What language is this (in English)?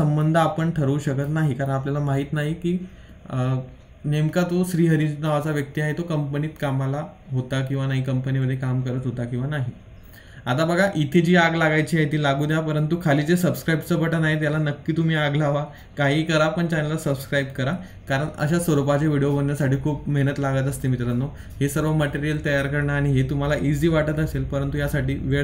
Marathi